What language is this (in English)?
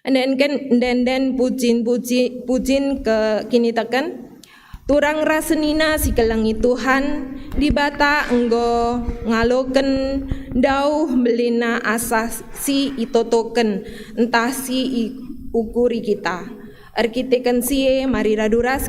Batak Karo